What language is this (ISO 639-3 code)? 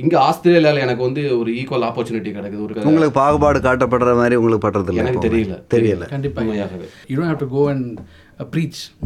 tam